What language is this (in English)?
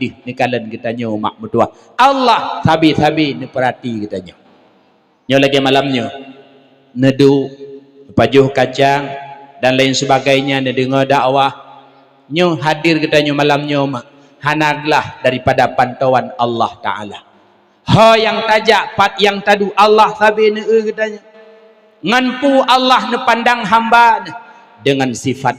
Achinese